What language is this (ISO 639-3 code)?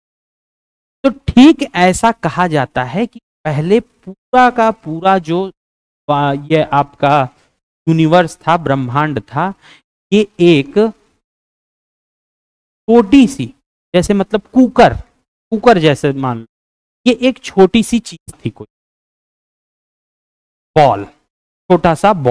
hin